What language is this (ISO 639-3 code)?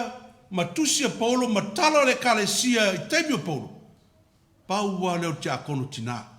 smo